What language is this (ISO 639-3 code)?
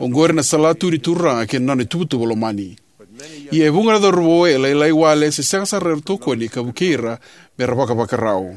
fij